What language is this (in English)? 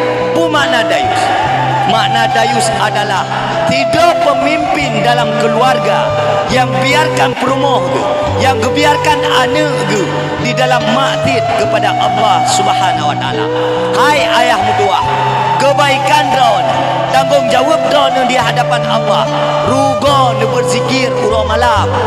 Achinese